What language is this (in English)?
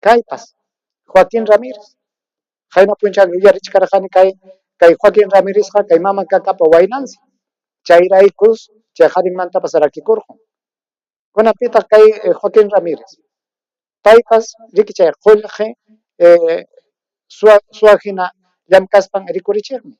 Ayacucho Quechua